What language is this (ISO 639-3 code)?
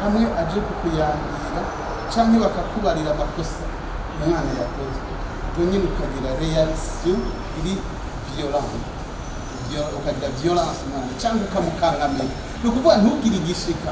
run